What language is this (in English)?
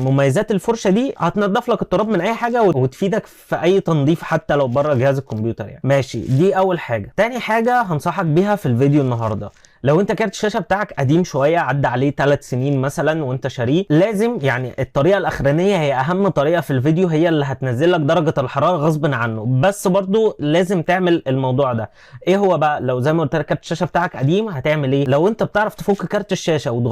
Egyptian Arabic